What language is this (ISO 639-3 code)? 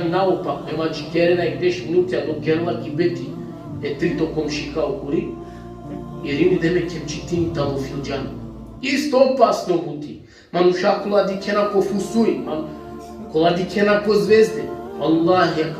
rmn